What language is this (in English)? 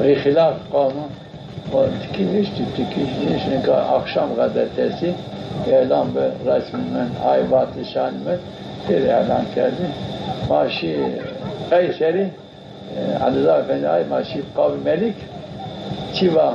Zaza